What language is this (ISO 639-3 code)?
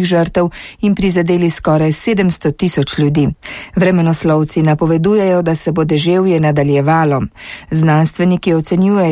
slv